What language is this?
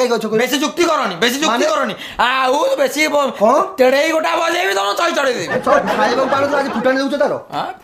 Odia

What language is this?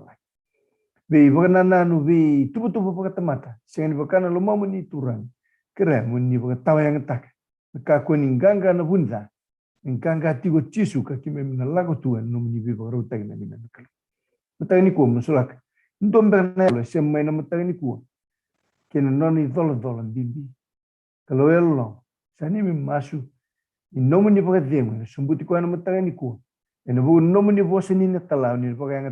Fijian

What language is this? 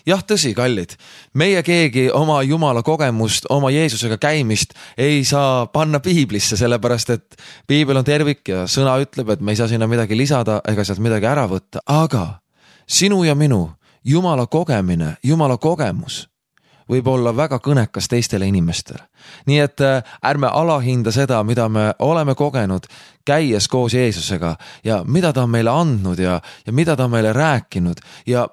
Estonian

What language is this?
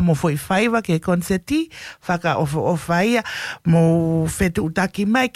Tongan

